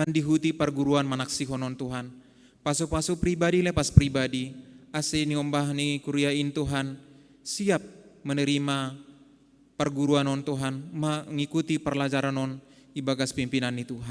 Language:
Batak Simalungun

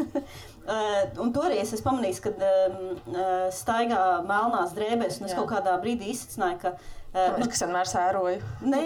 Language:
Latvian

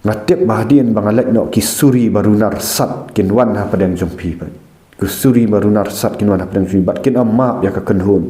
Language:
Khasi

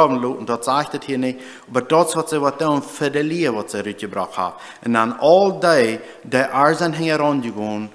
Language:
Plautdietsch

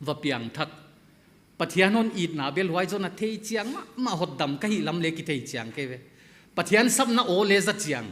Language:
Paite Chin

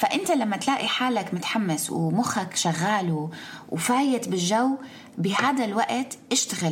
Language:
North Levantine Arabic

